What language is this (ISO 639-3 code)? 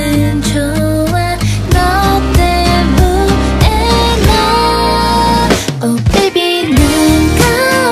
kor